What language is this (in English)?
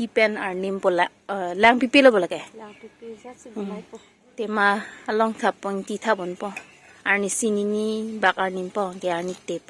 Karbi